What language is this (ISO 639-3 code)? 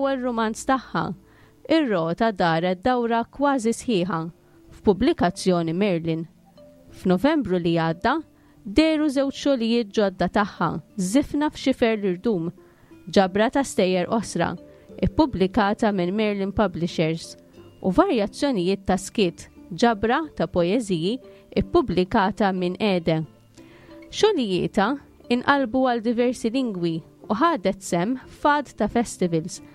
mlt